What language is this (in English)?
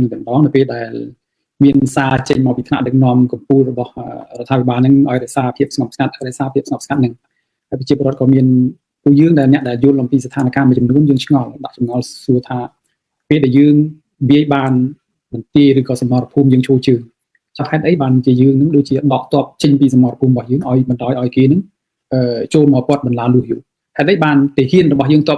Khmer